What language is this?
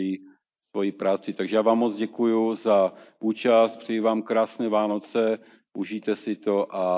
Czech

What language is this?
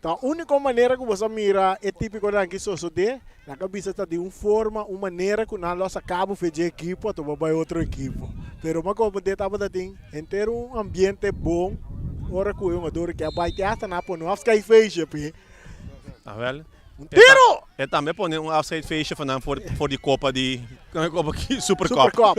Papiamento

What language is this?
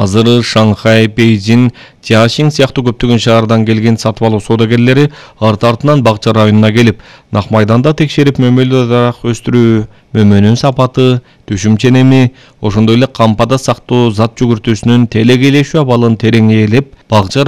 Kyrgyz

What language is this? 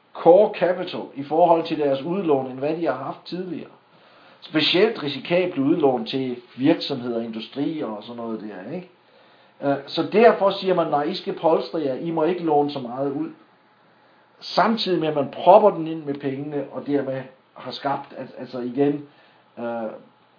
Danish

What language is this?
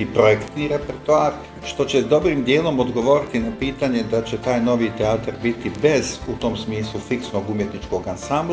Bosnian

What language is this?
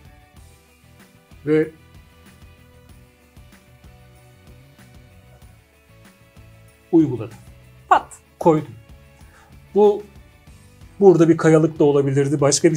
Turkish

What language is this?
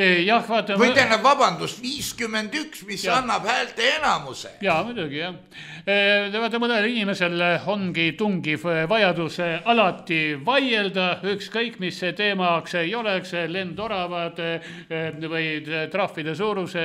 Estonian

